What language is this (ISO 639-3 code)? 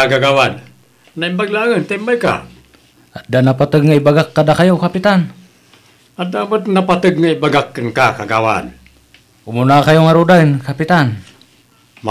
ilo